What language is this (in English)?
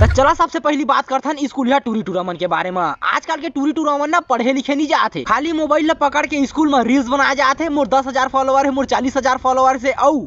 Chhattisgarhi